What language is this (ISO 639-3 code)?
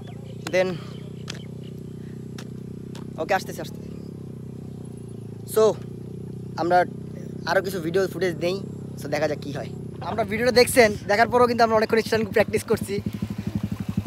ben